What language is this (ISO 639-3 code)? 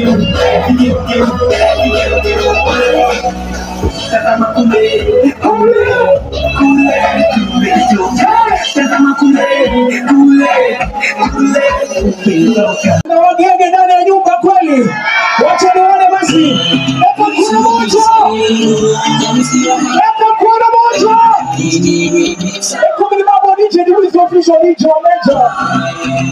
swa